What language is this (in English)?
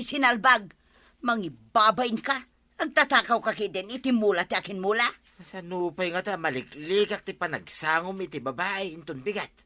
Iloko